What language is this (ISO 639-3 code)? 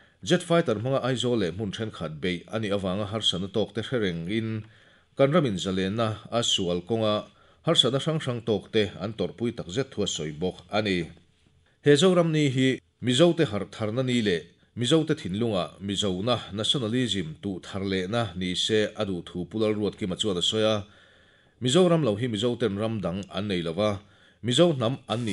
lus